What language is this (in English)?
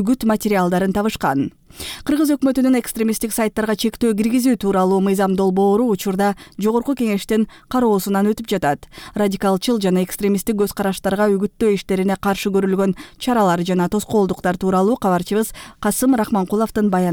Kyrgyz